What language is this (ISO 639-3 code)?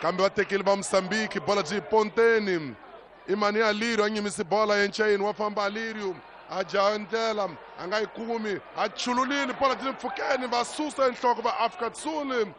tso